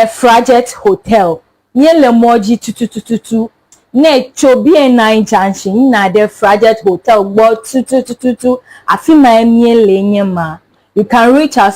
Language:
Ewe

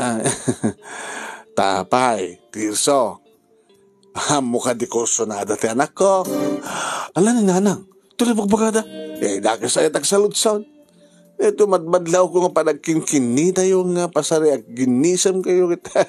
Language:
Iloko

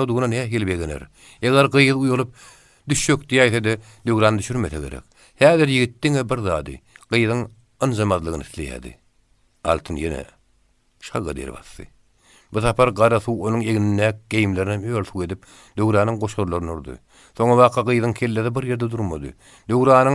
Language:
Turkmen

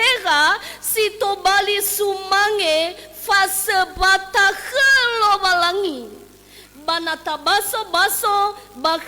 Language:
Nias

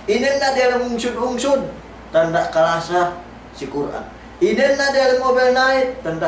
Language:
Yakan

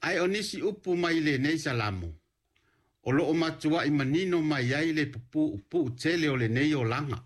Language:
Samoan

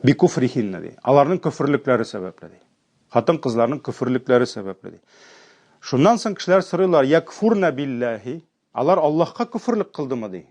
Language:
Tatar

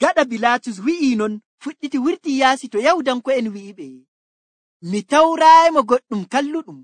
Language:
Nigerian Fulfulde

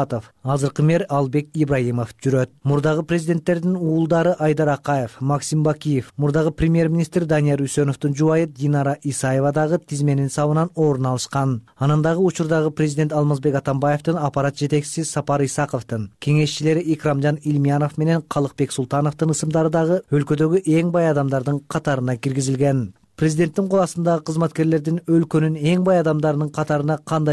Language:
Kyrgyz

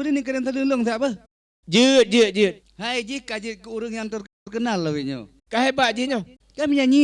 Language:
Achinese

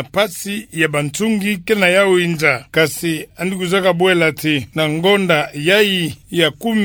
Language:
Kituba (Democratic Republic of Congo)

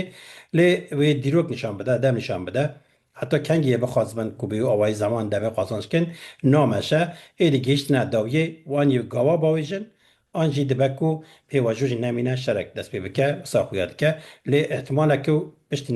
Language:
Kurdish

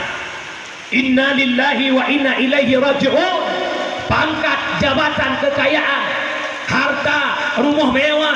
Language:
Achinese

